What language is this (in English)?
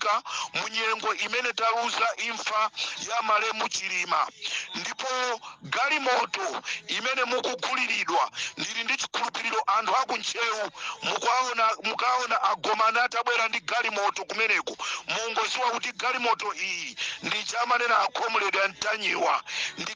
Nyanja